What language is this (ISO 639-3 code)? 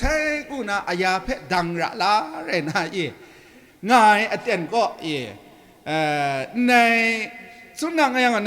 kac